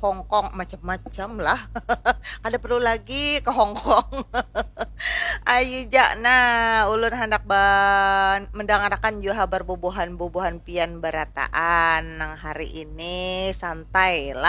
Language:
Banjar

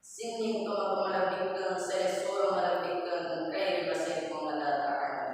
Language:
Buginese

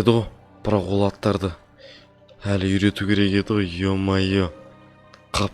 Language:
Kazakh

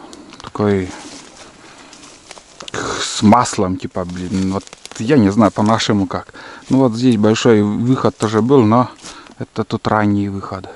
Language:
Russian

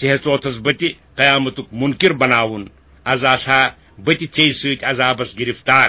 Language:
Kashmiri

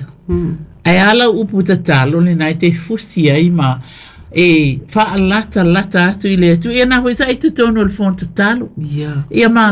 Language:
Samoan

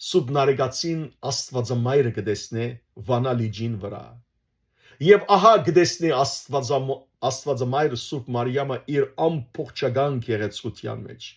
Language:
Western Armenian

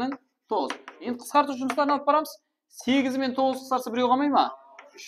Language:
Kara-Kalpak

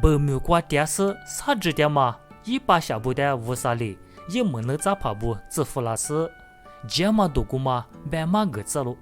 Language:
Lisu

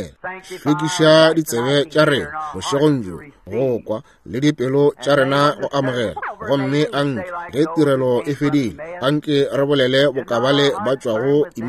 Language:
Northern Sotho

